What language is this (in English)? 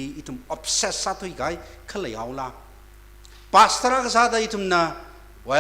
Tangkhul Naga (India)